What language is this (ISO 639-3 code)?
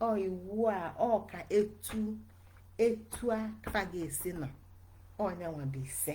ibo